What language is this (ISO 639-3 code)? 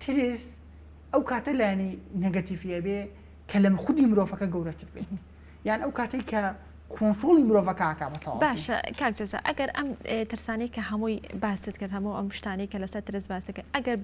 ckb